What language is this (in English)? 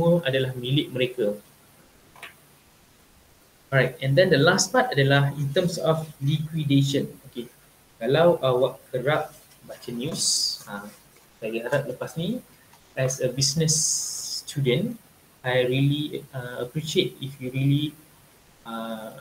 Malay